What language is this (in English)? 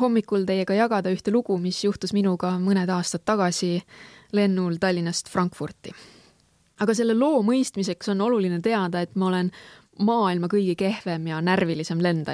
Estonian